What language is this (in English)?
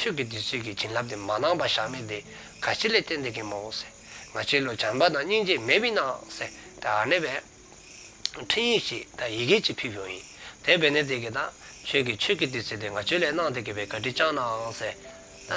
Dzongkha